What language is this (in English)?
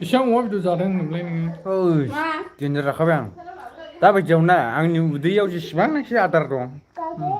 Bodo